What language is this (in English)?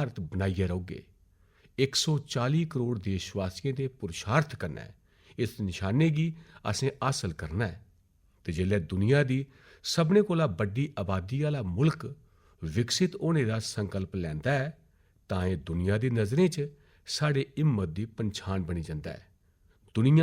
Dogri